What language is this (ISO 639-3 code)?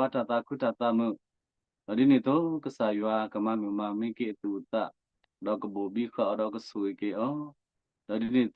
ksw